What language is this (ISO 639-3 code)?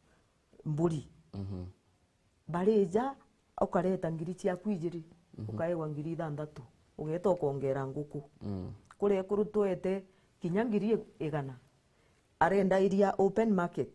mer